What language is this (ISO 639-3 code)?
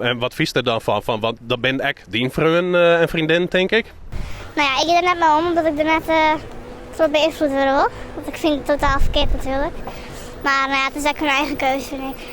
fry